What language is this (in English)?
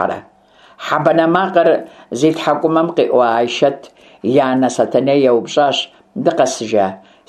Kabardian